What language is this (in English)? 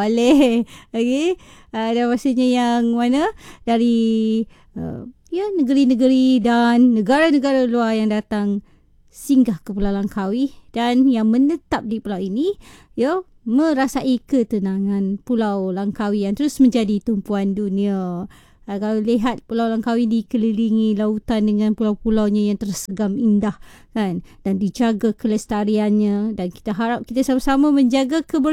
Malay